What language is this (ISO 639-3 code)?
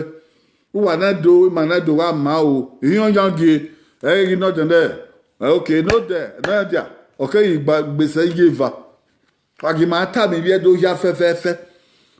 bin